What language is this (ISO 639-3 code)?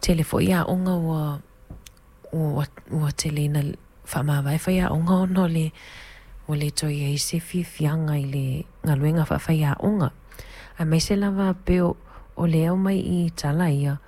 smo